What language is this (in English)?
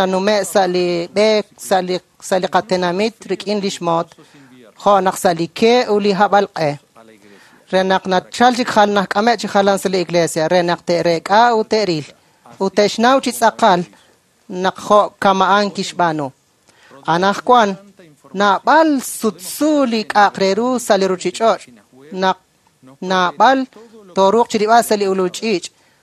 Kekchí